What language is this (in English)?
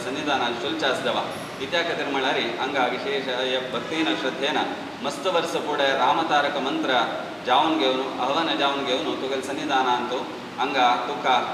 Konkani